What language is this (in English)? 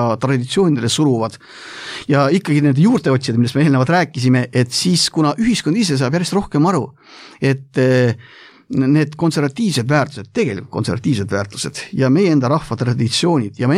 Estonian